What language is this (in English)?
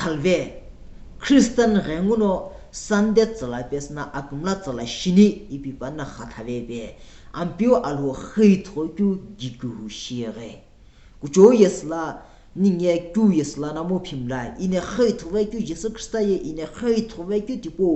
Sumi Naga